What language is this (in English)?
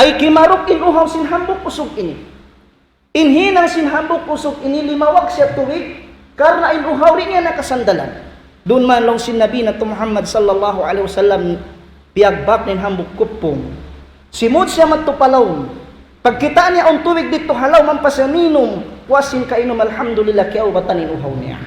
Tausug